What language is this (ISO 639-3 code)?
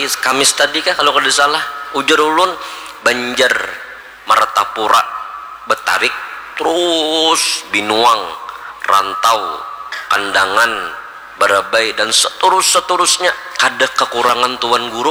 bjn